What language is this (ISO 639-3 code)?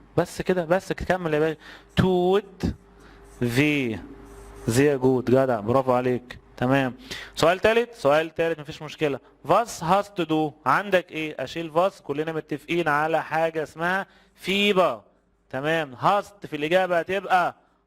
arz